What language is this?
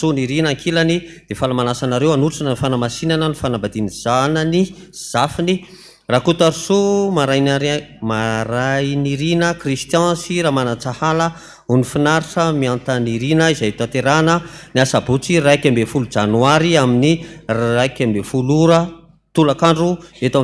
Malagasy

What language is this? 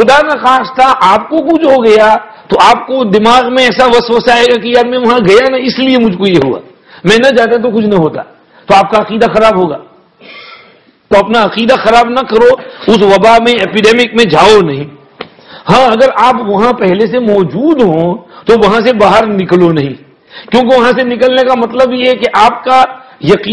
Urdu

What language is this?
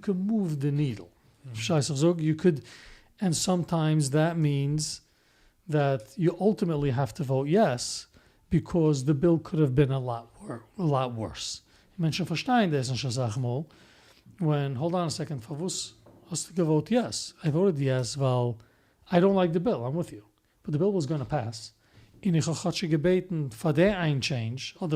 Yiddish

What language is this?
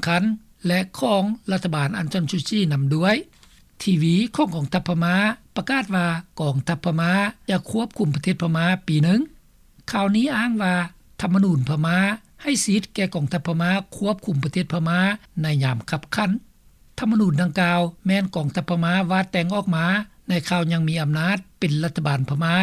Lao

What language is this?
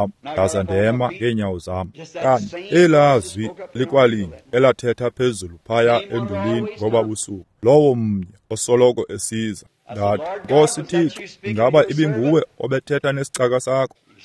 Xhosa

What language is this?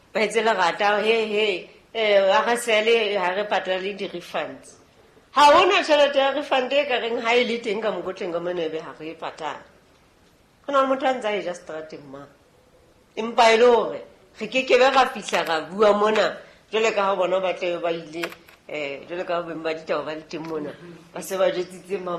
Southern Sotho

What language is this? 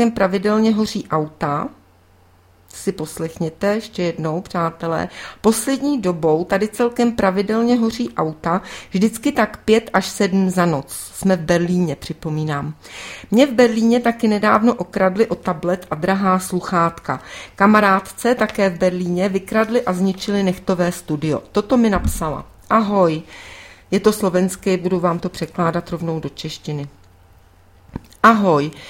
Czech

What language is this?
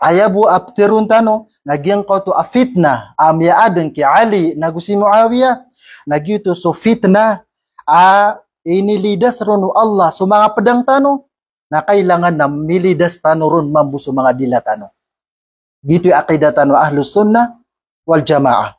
Maranao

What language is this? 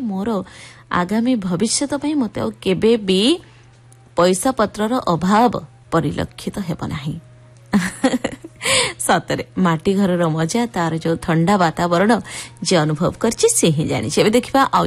Odia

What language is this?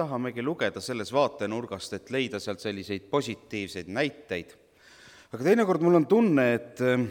Estonian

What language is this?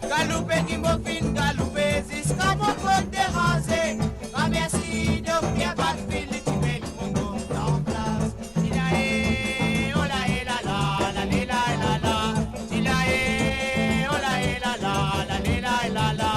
Morisyen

